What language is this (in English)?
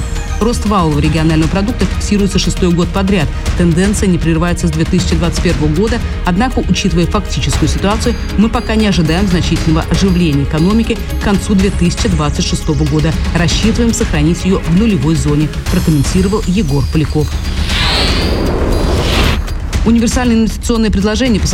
Russian